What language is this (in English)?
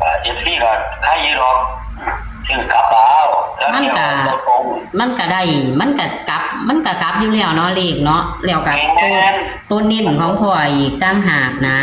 Northeastern Thai